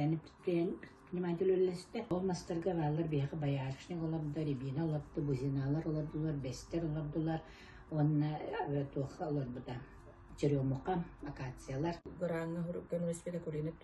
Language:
Yakut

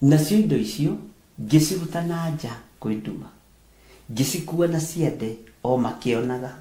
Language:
Kikuyu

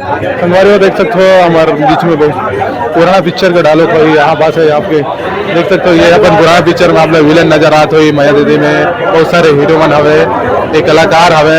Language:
Chhattisgarhi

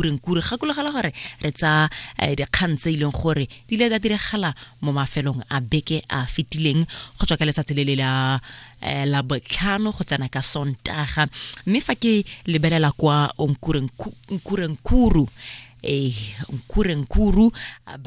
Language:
Tswana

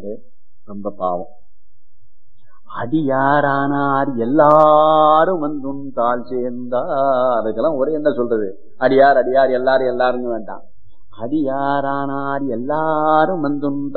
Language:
Tamil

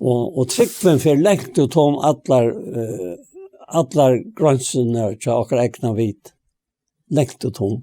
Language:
Faroese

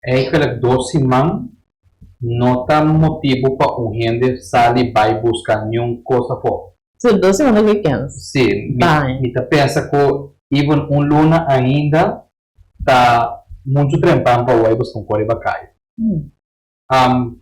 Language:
Papiamento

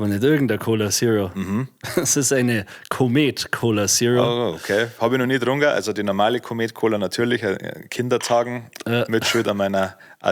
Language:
Bavarian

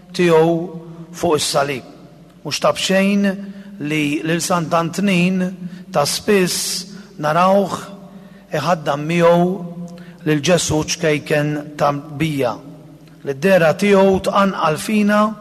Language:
Maltese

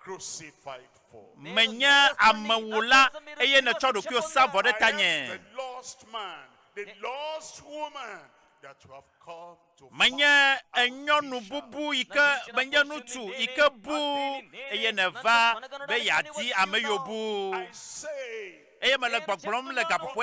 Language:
Ewe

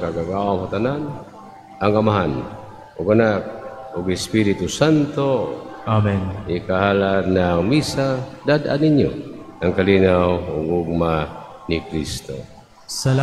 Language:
Cebuano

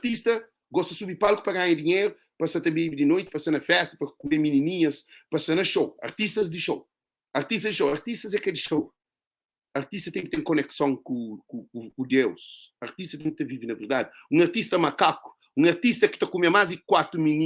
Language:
Kabuverdianu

